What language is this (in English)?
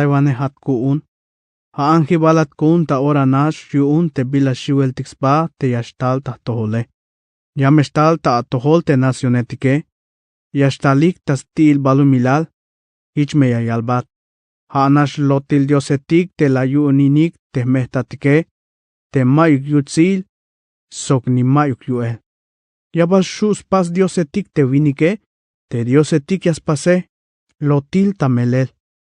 Tzeltal